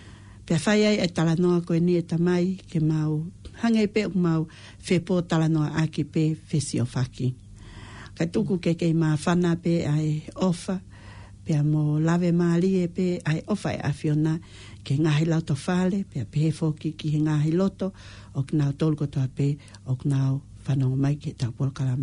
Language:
Tongan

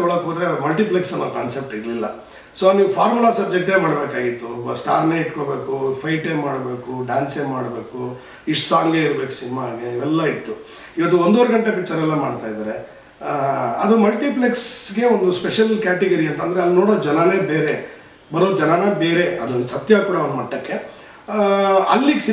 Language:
Kannada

